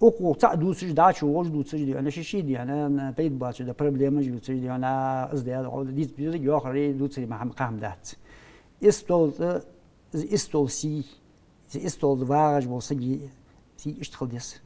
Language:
Ingush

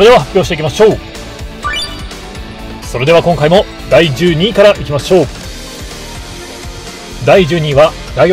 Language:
Japanese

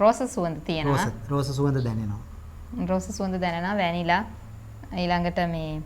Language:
Sinhala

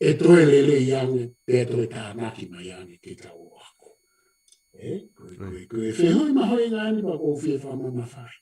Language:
Tongan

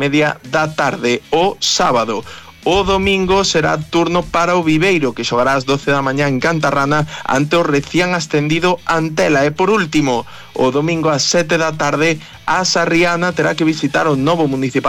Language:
Galician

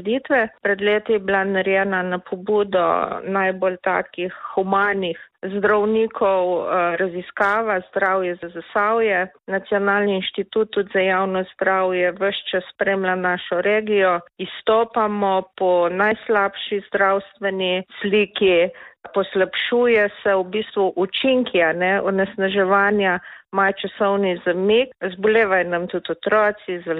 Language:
Slovenian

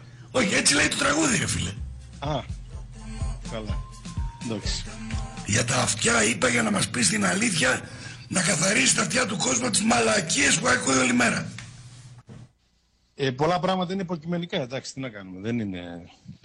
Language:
Greek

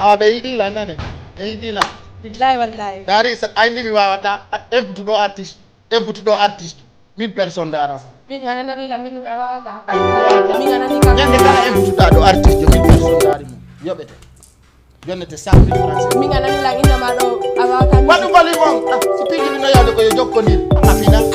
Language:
Fula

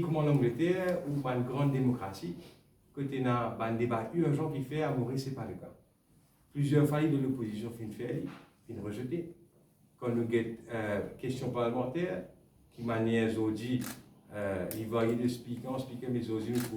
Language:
Morisyen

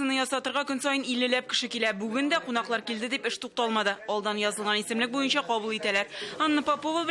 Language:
Tatar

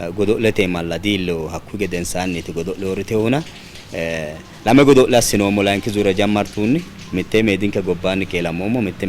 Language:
Sidamo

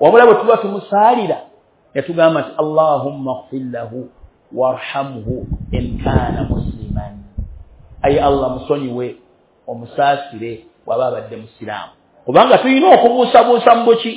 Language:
Ganda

